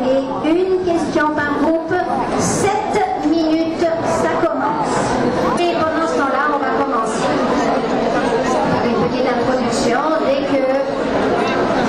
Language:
French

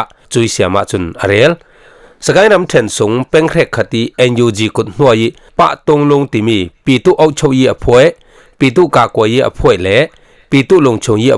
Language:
Falam Chin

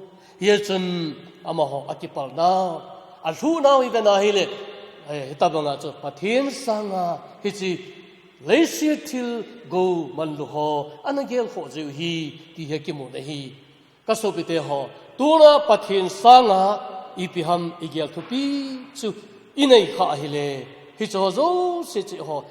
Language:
Thado Chin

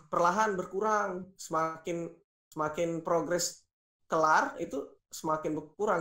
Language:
Musi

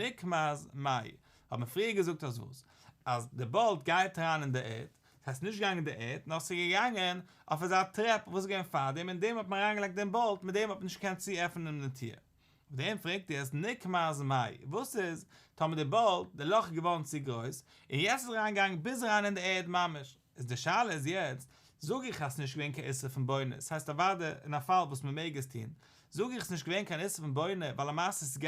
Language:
Yiddish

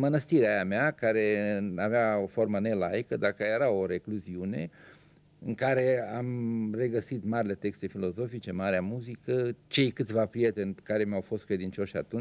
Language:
Romanian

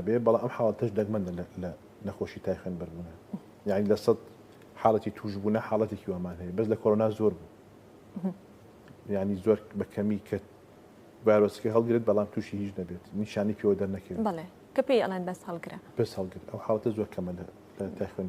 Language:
Central Kurdish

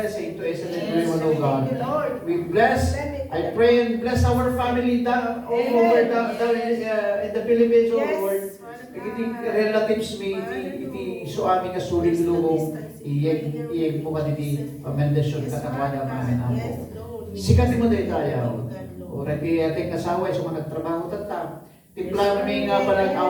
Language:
Iloko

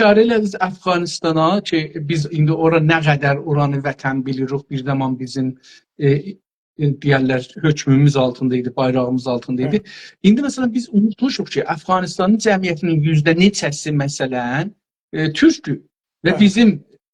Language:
South Azerbaijani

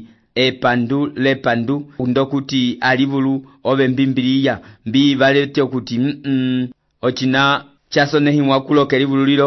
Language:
Umbundu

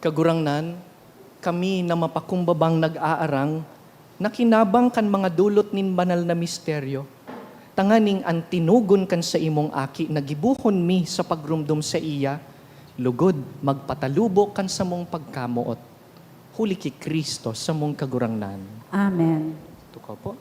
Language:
Bikol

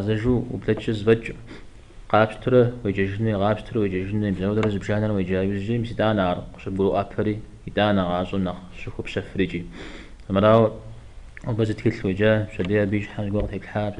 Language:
Kabardian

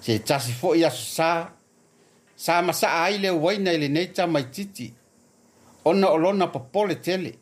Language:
Samoan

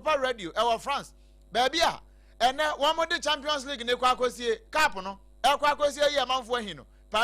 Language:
Akan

